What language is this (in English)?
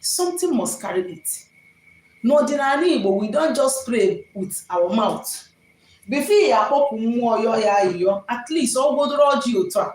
Igbo